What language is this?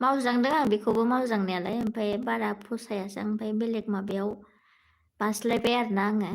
Bodo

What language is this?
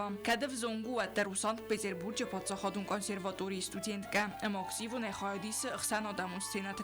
Ossetic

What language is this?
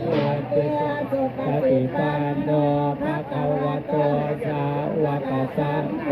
Pali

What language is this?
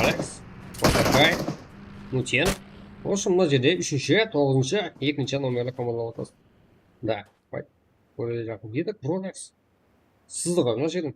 Kara-Kalpak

